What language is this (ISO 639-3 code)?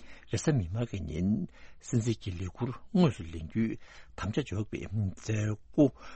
bod